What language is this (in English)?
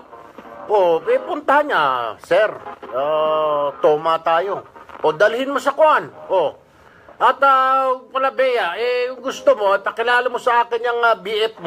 Filipino